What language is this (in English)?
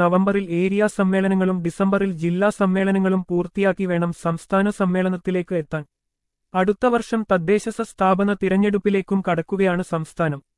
Malayalam